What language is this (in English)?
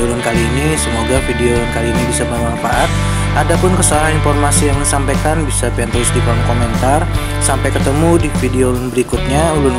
Banjar